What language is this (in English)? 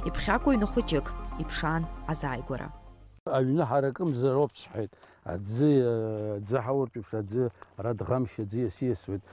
Abkhazian